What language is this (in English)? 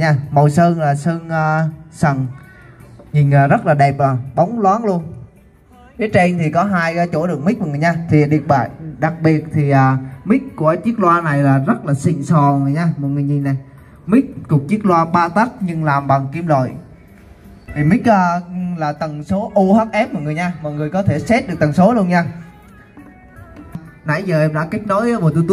Vietnamese